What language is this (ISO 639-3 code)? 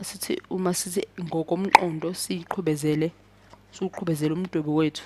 zul